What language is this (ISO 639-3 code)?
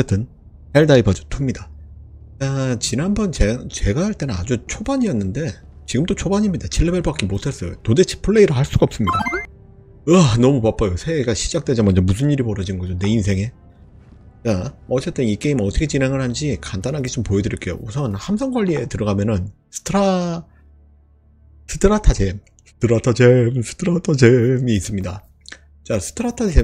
kor